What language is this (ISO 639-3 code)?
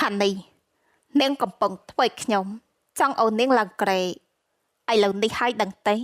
khm